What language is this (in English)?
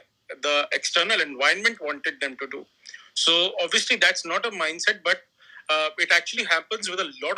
English